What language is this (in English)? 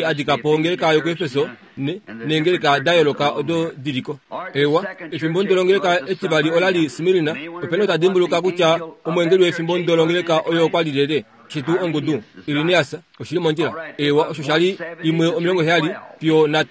Kuanyama